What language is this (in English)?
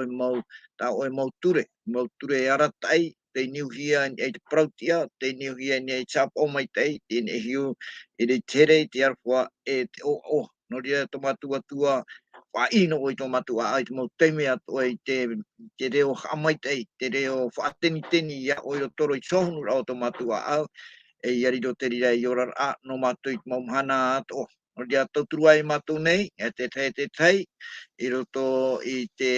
Tahitian